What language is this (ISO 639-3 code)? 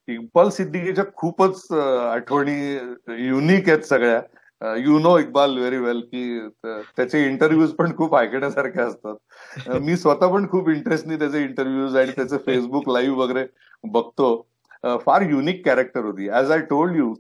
mar